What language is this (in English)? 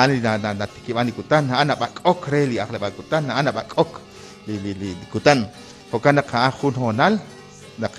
Kekchí